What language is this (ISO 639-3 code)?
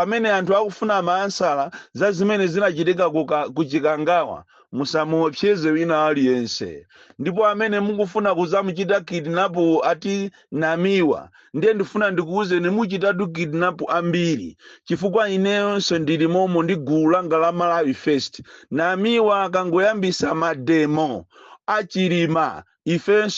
nya